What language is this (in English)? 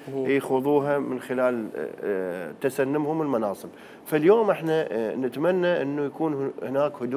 Mesopotamian Arabic